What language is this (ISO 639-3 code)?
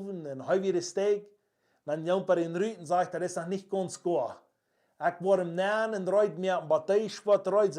pdt